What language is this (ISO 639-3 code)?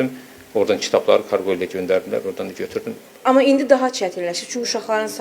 aze